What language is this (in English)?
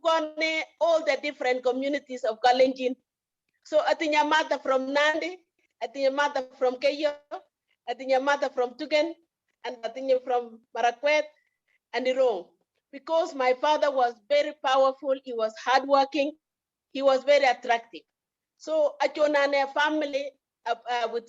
Kalenjin